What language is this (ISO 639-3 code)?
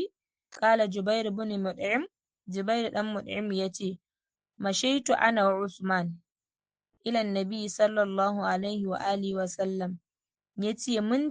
hau